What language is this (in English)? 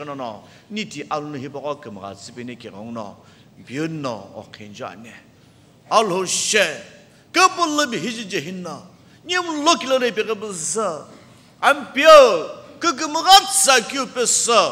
Sumi Naga